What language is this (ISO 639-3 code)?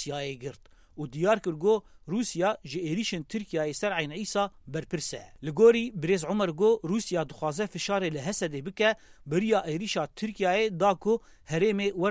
kur